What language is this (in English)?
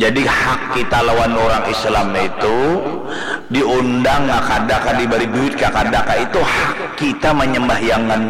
Banjar